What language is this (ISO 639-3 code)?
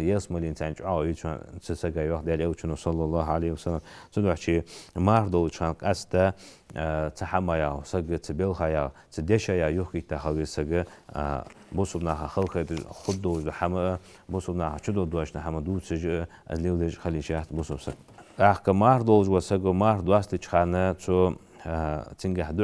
inh